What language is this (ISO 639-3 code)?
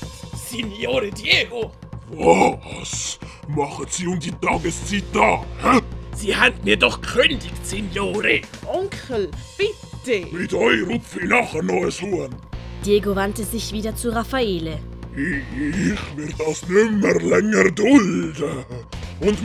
gsw